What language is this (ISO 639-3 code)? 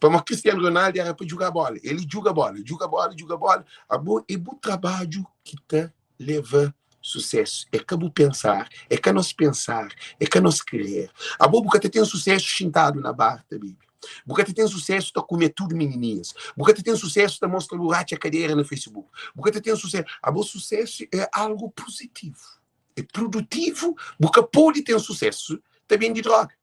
kea